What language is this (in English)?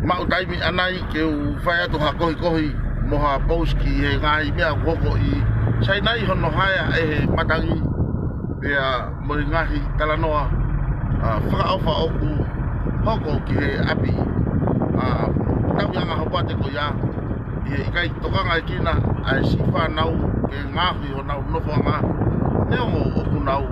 Tongan